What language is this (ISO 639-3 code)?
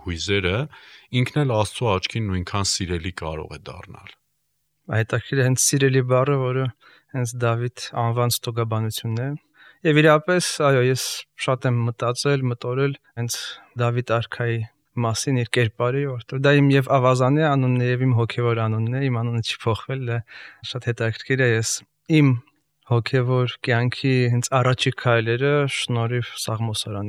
hye